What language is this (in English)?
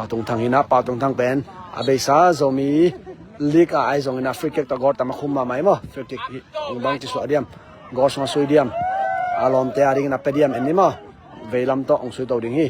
Tedim Chin